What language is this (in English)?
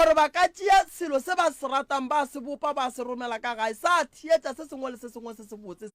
Northern Sotho